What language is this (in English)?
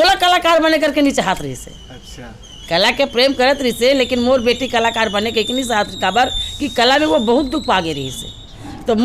Chhattisgarhi